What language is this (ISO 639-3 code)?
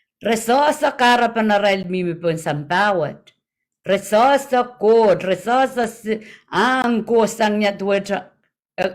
pon